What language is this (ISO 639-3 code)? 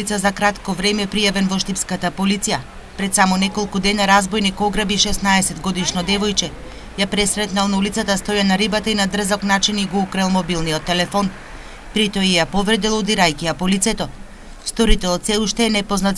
mkd